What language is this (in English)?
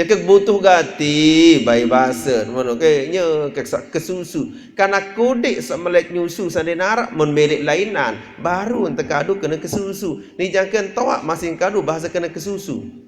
Sasak